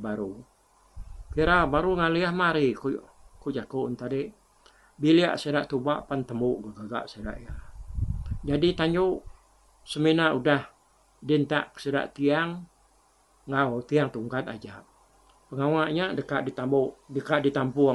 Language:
Iban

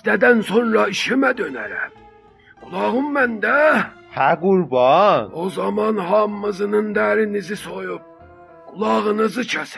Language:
South Azerbaijani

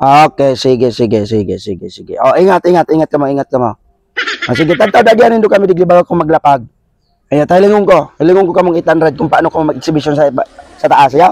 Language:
Bikol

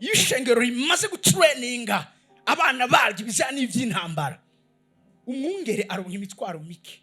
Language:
Rundi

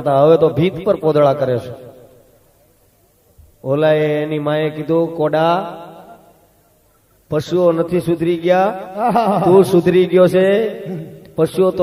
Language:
Gujarati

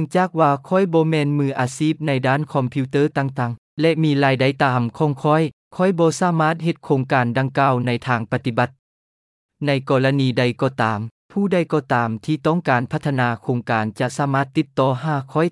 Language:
Lao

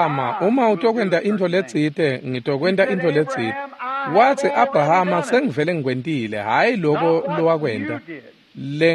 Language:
Swati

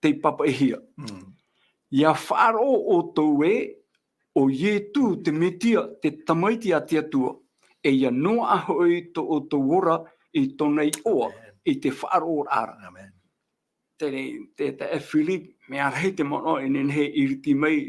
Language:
Tahitian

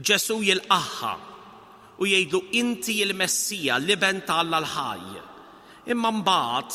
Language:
Maltese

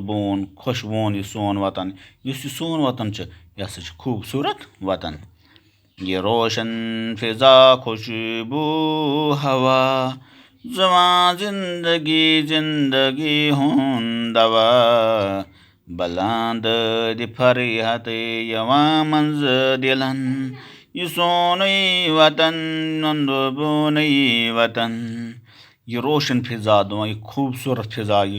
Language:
Kashmiri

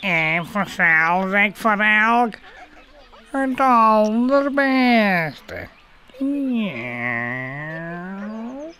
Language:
Western Frisian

